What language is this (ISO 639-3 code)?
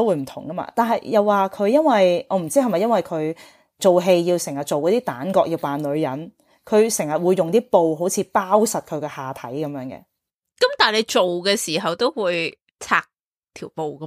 yue